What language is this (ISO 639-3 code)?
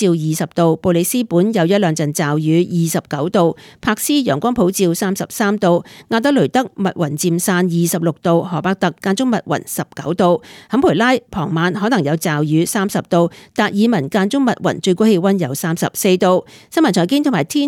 yue